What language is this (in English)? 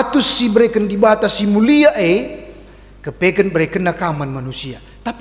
Batak Karo